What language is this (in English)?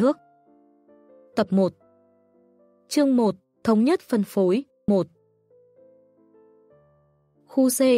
Vietnamese